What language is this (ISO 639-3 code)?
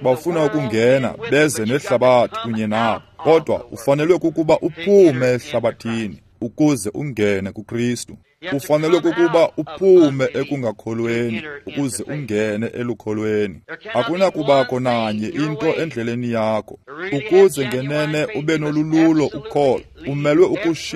xho